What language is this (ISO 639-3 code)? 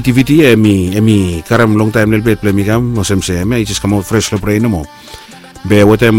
bis